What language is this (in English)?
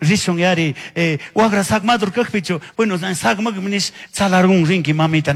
Chimborazo Highland Quichua